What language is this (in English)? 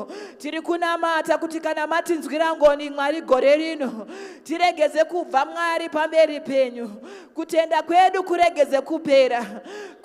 Shona